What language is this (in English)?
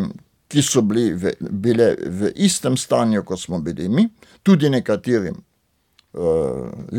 Slovenian